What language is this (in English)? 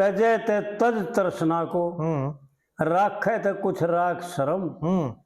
Haryanvi